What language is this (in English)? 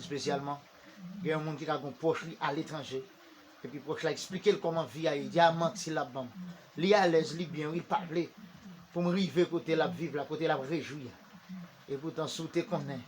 Haitian Creole